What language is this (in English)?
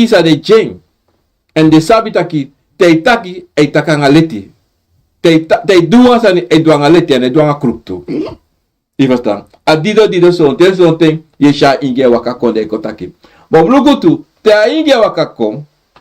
Sranan Tongo